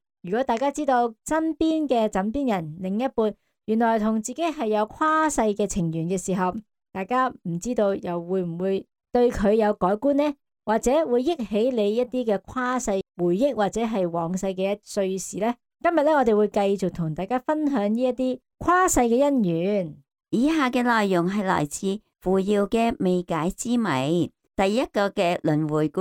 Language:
Cantonese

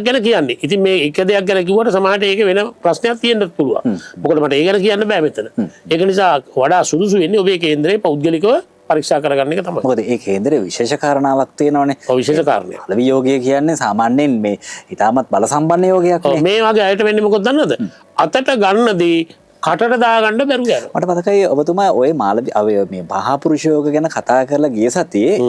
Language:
Sinhala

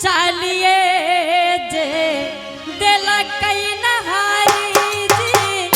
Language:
Angika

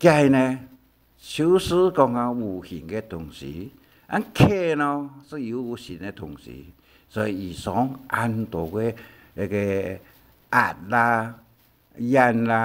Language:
Hakka Chinese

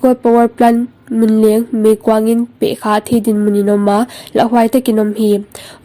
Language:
Paite Chin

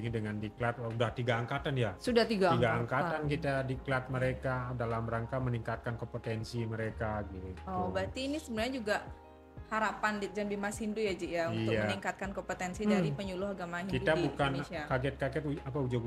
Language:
Indonesian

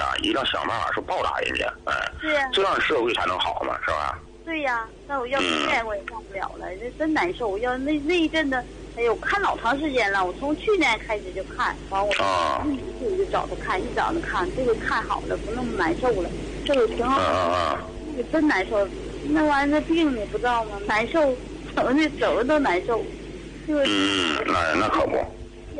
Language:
Chinese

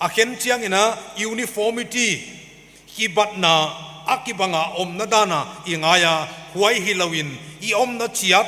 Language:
Paite Chin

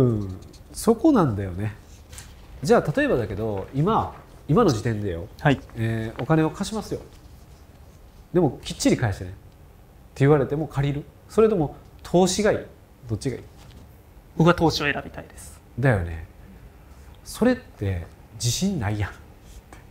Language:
Japanese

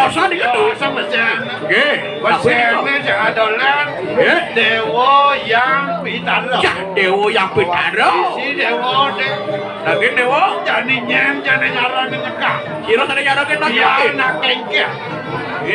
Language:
Balinese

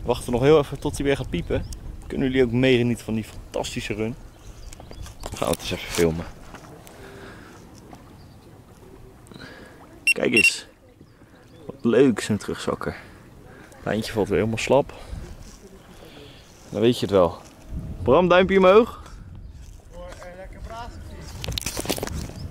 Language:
Dutch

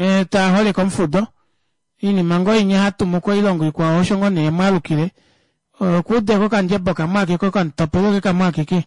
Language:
Kuanyama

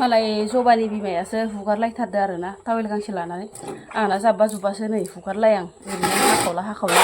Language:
Bodo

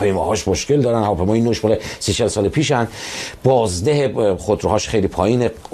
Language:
Persian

